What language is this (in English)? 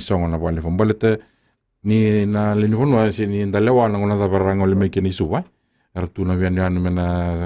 Fijian